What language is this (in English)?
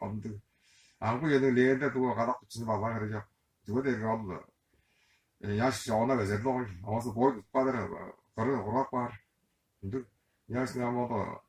Tuvinian